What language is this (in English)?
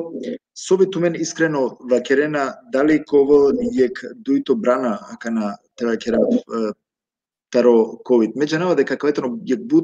Balkan Romani